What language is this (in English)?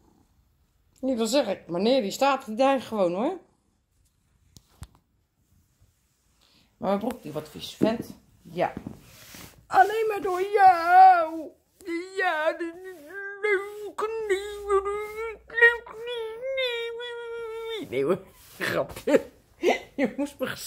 Dutch